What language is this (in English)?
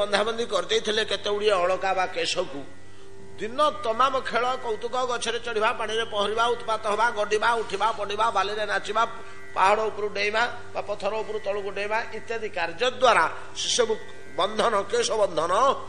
Odia